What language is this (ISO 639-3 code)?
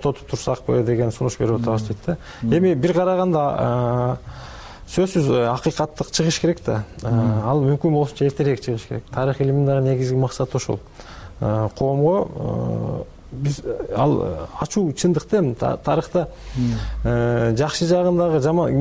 kir